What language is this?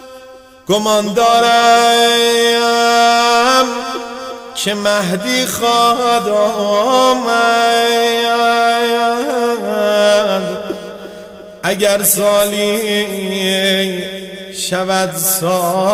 Persian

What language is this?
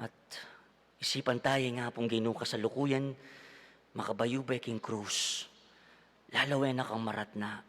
Pampanga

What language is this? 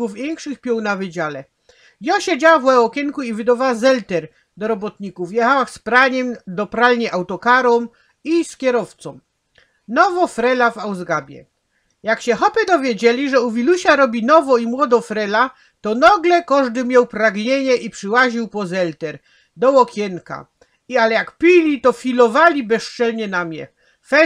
Silesian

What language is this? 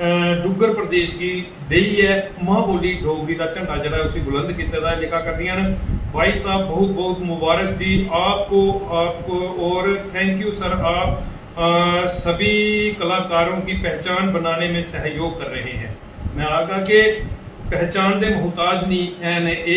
Dogri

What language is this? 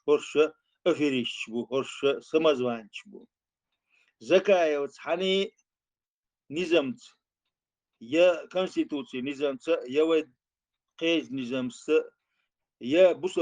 Chechen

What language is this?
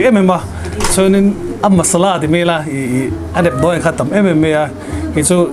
Mizo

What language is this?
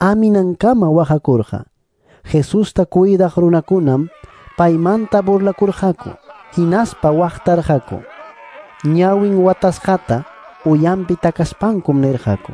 Ayacucho Quechua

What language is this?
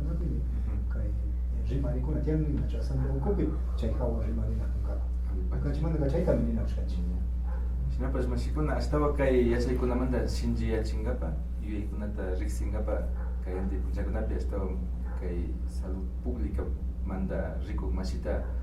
Imbabura Highland Quichua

